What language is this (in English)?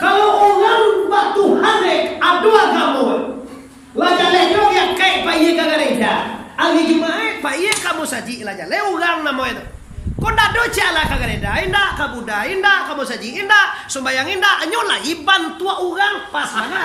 Minangkabau